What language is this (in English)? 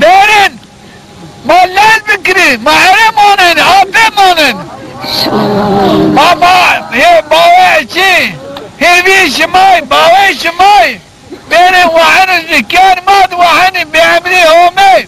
Zaza